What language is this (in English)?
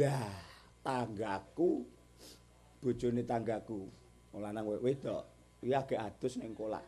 Javanese